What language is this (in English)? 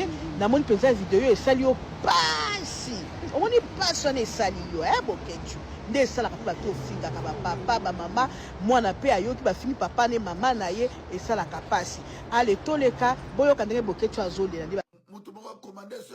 Lingala